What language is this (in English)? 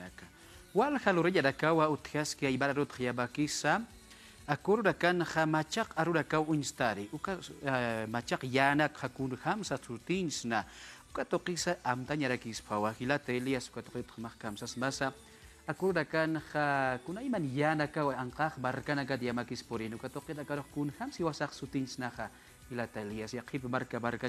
Aymara